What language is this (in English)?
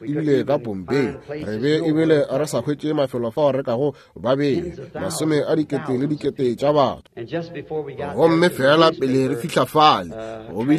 Northern Sotho